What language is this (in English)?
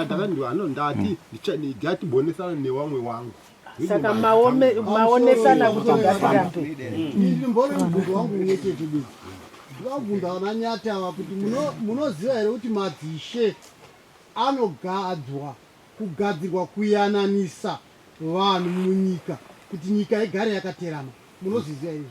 Shona